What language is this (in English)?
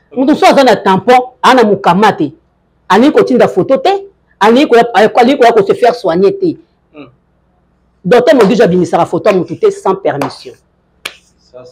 Lingala